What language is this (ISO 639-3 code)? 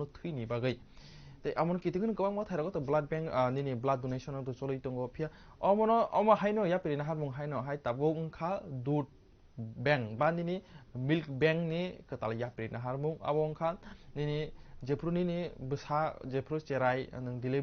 trp